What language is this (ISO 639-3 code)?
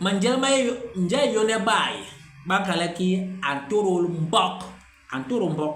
bas